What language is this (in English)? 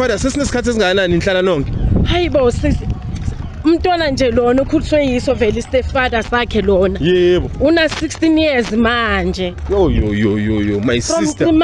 Zulu